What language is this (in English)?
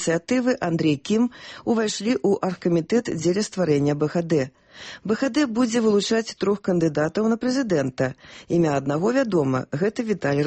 Belarusian